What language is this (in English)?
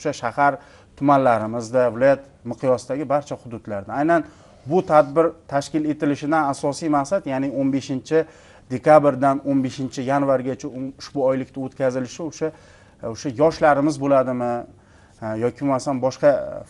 Uzbek